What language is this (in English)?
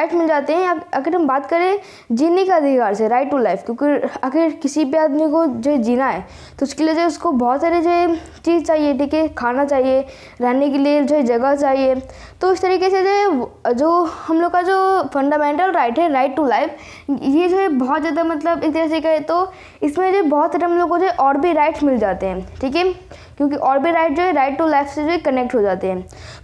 Hindi